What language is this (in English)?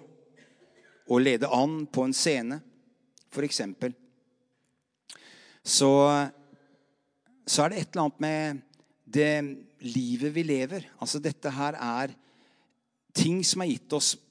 Norwegian